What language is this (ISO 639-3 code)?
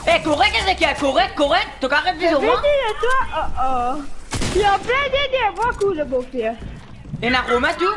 mfe